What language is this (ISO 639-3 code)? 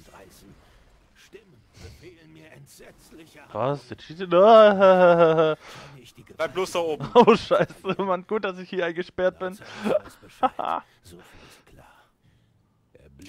deu